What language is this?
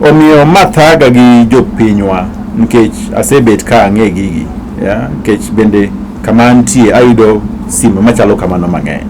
Luo (Kenya and Tanzania)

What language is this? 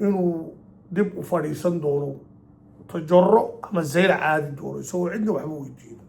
Somali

